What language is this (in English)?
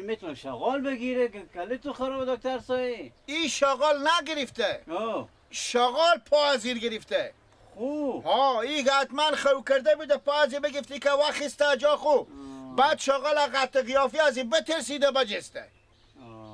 Persian